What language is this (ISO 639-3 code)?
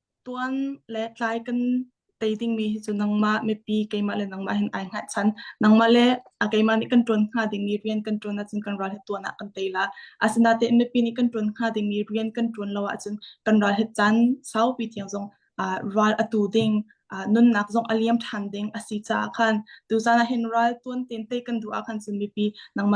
cnh